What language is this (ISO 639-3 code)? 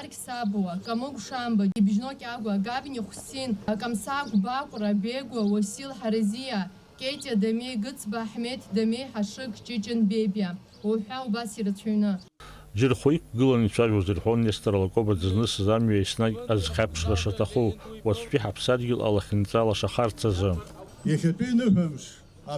abk